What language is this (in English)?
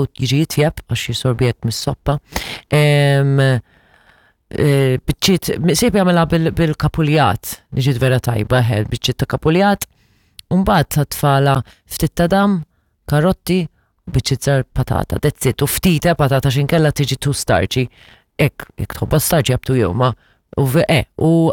Maltese